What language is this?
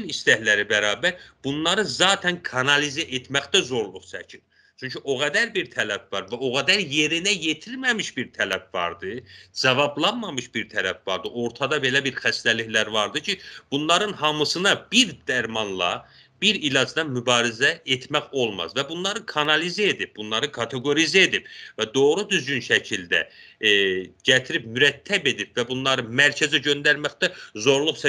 South Azerbaijani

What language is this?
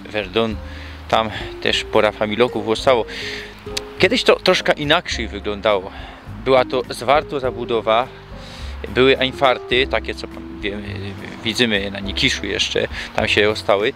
Silesian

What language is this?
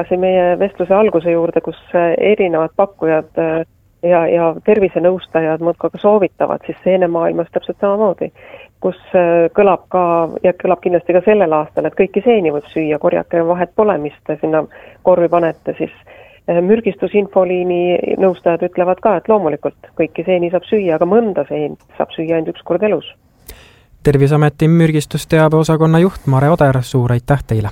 Estonian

